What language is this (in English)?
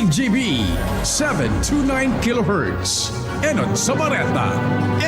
Bikol